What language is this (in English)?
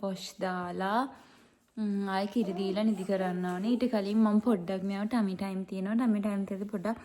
Sinhala